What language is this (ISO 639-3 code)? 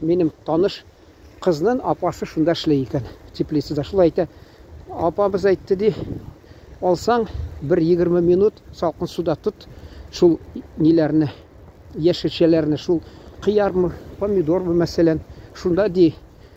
tat